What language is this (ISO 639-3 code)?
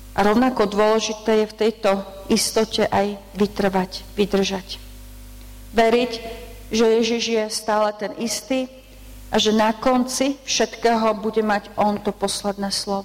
slk